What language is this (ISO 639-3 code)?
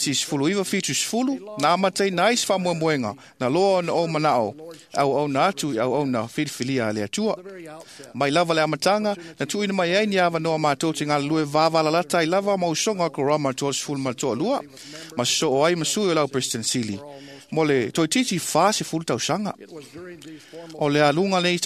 smo